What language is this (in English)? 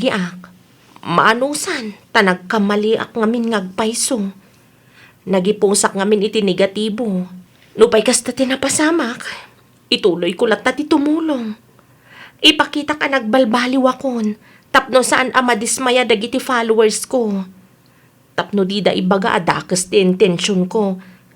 Iloko